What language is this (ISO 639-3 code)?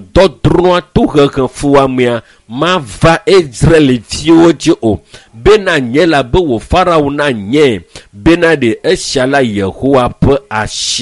ewe